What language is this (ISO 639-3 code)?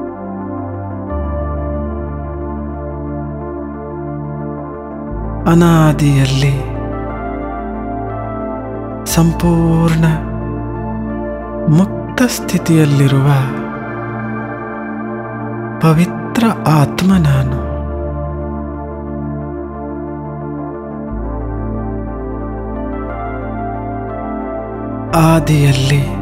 kan